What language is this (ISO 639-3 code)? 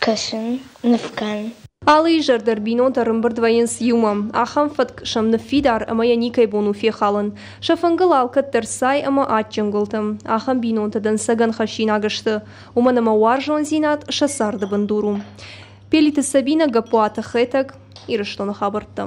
oss